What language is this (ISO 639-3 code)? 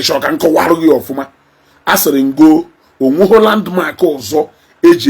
ibo